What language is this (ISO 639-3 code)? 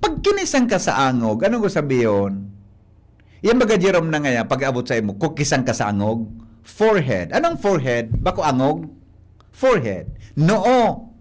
bik